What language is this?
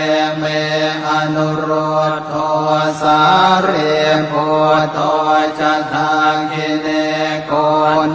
Pali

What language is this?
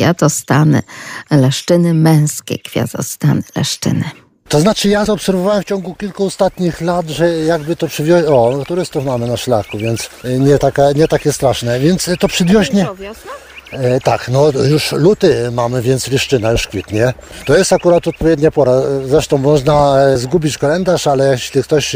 Polish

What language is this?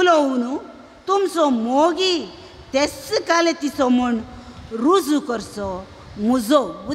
Konkani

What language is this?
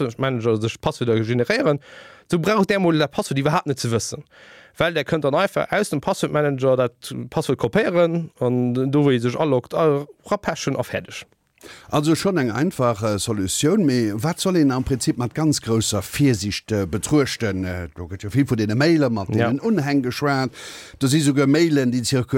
Luxembourgish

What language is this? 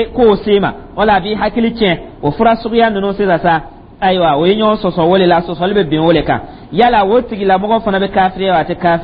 Dyula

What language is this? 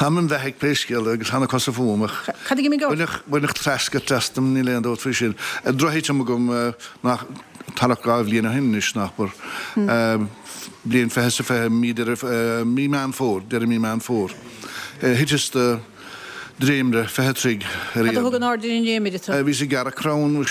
Irish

